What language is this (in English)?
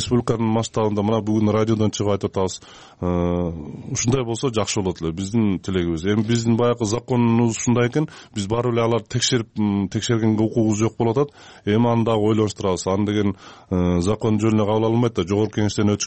Kyrgyz